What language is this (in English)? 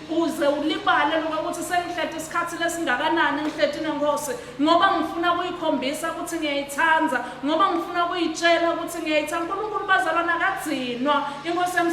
Swati